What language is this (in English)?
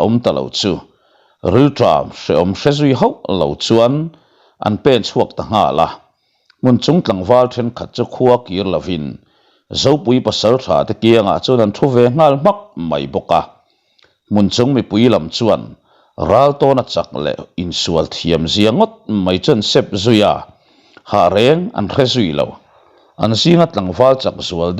Mizo